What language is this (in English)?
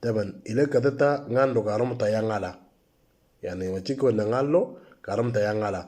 Moro